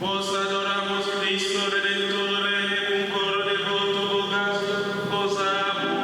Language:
Sardinian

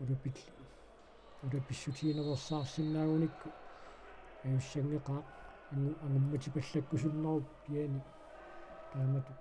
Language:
Kalaallisut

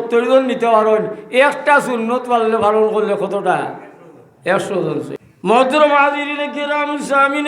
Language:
Sylheti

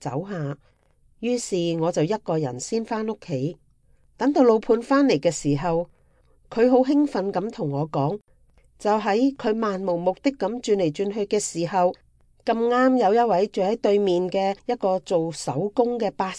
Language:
Cantonese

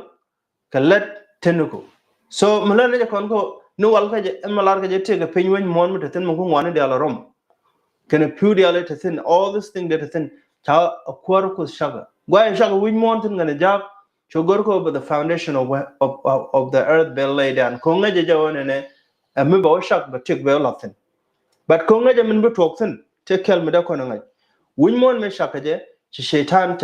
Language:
Nuer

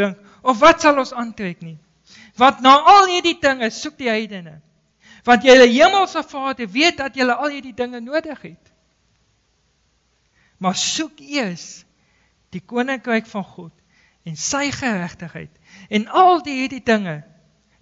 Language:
Afrikaans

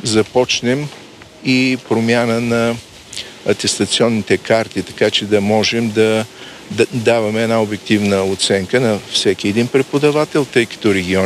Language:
Bulgarian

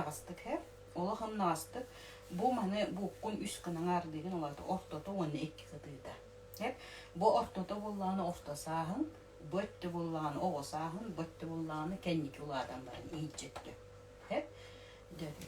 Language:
Yakut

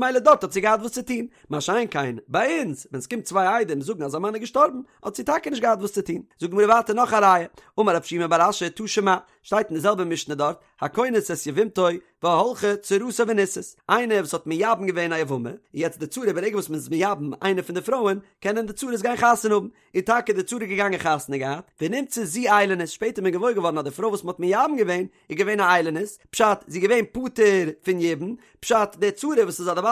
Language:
Yiddish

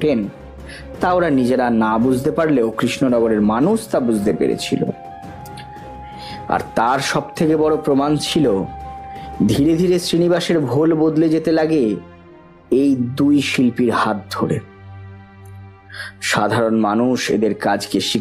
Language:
Bangla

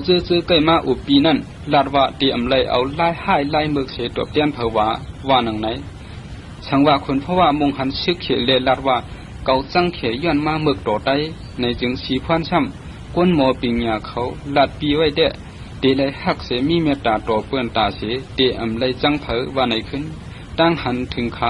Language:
Shan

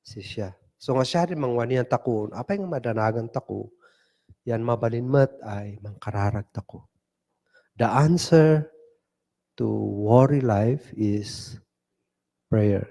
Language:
Kankanaey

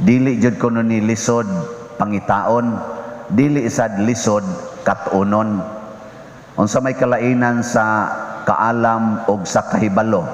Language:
Cebuano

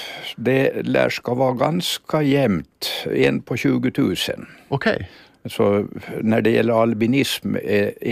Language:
Swedish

